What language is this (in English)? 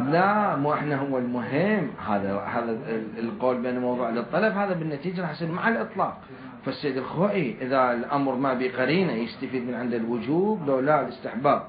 Mesopotamian Arabic